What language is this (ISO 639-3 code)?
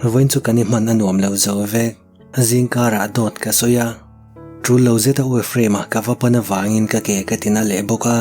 lus